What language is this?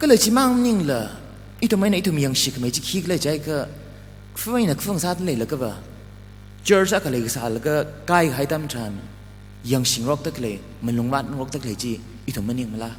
Tangkhul Naga (India)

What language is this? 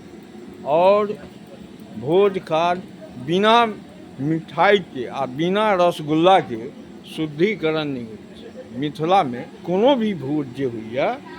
Maithili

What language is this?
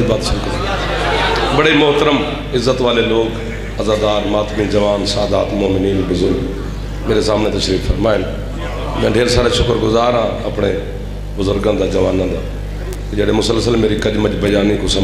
Saraiki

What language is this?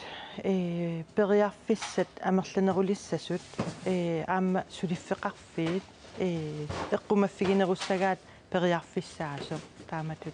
Kalaallisut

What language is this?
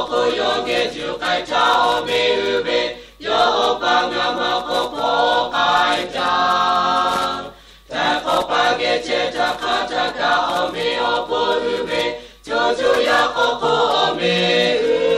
Lahu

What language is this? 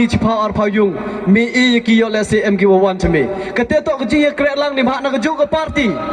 Pnar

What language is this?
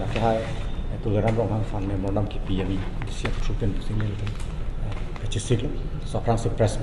Karbi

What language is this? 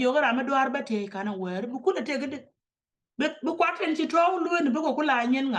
Nuer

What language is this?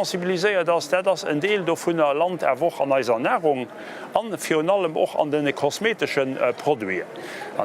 Luxembourgish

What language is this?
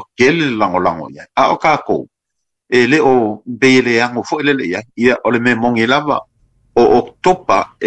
Samoan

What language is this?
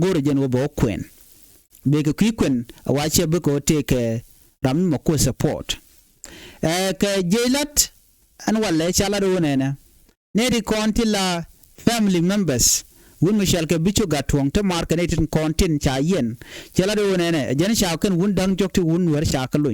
Nuer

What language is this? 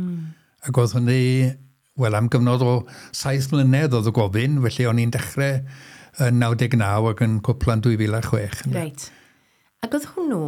Welsh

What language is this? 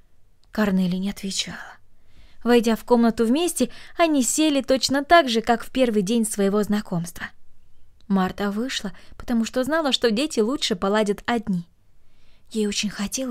Russian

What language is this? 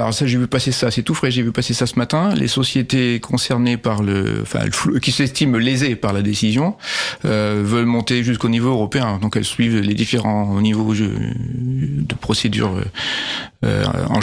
French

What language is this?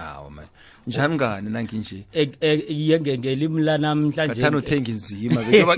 South Ndebele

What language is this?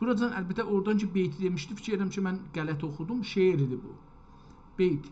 South Azerbaijani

